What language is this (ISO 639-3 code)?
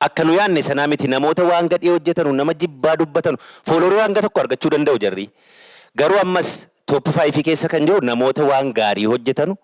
orm